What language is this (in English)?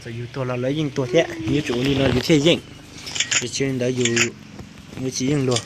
Hmong